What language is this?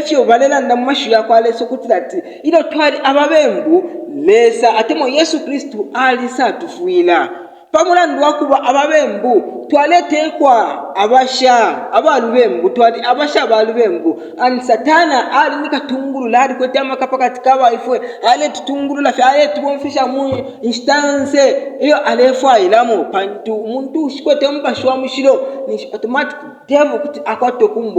Bemba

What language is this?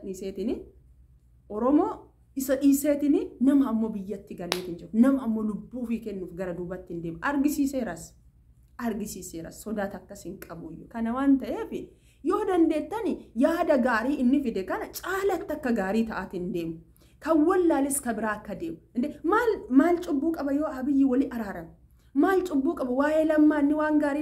Oromo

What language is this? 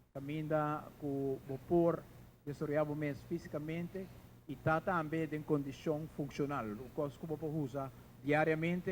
Papiamento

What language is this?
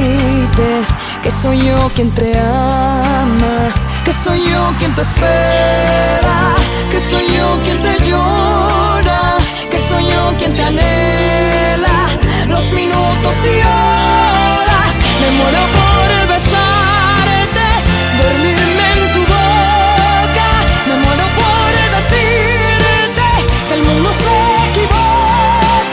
Spanish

